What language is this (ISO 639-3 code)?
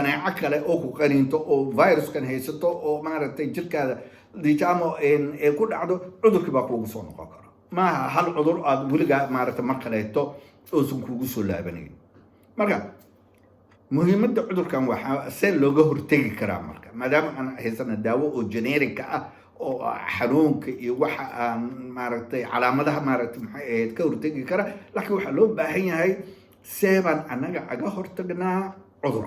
som